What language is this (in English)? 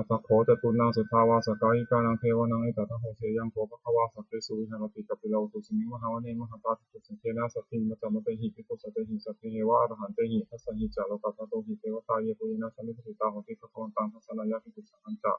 Pali